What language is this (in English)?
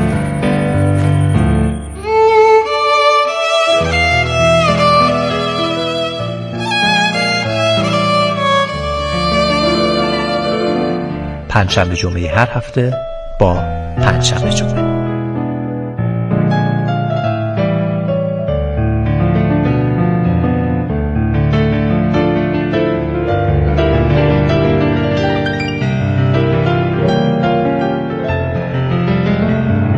Persian